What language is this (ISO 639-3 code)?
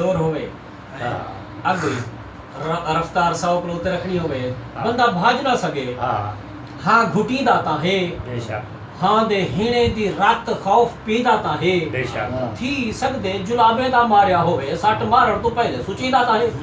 skr